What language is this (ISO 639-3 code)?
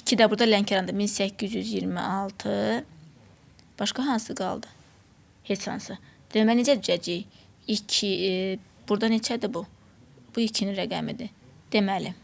aze